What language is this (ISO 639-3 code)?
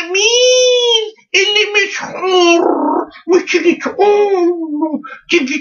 arz